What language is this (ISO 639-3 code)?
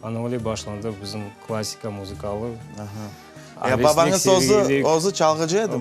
crh